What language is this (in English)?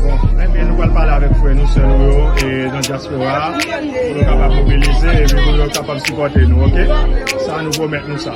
Haitian Creole